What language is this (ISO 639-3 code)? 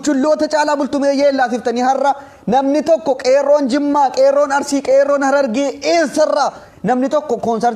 orm